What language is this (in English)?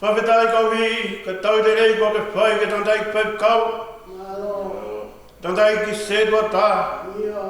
Tongan